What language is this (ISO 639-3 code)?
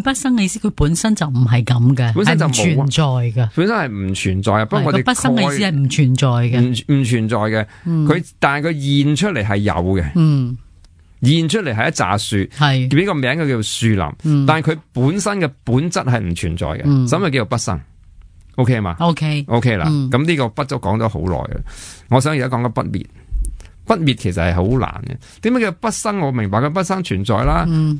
yue